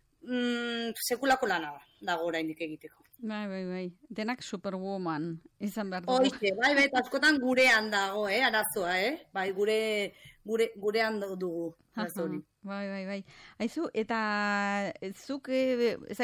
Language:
Basque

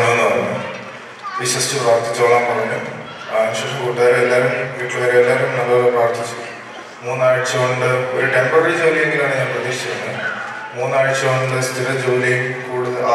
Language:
Malayalam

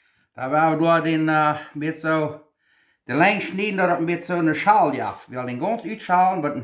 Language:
Plautdietsch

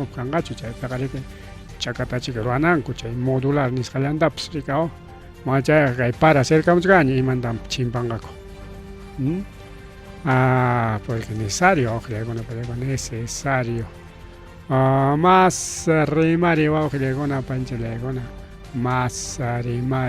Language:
Ayacucho Quechua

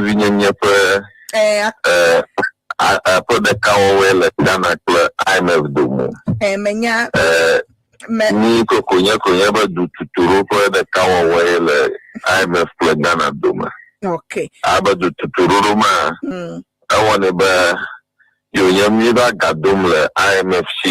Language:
Ewe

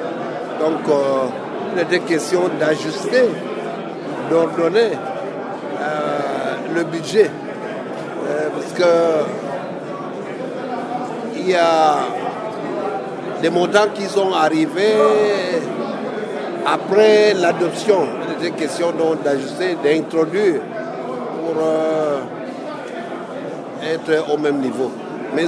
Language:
French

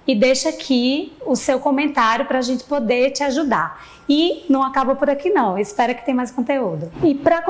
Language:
Portuguese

